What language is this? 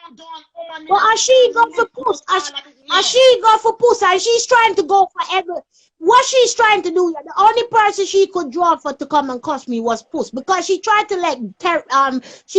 Jamaican Creole English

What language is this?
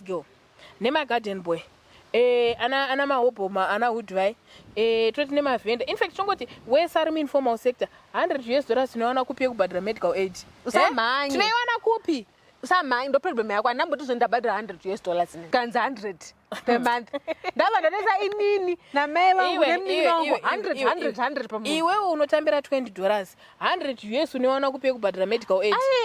Shona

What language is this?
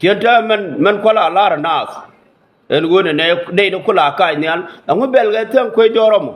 Nuer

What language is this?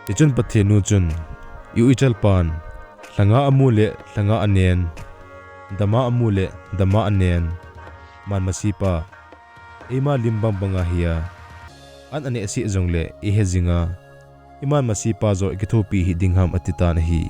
Thado Chin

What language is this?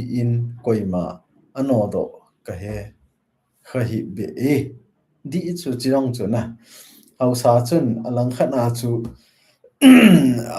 Thado Chin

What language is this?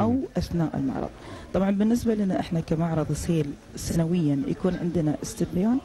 Gulf Arabic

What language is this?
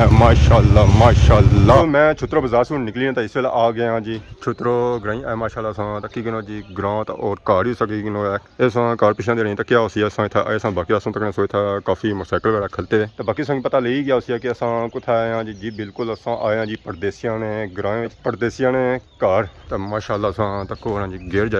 Pahari-Potwari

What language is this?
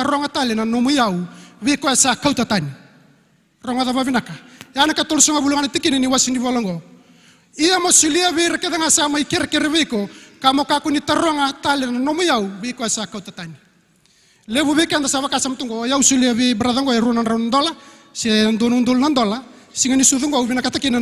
Fijian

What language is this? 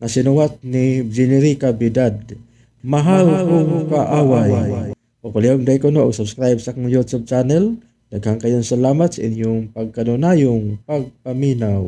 Cebuano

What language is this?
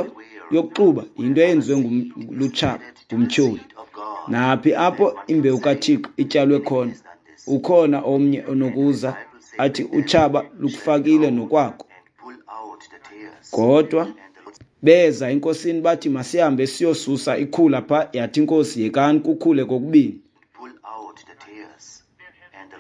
Xhosa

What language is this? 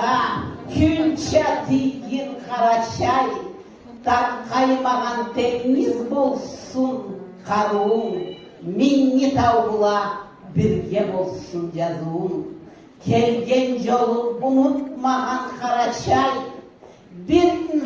Karachay-Balkar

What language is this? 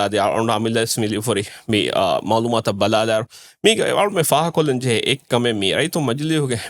Divehi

